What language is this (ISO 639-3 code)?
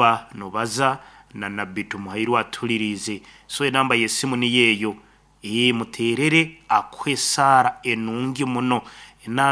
nyn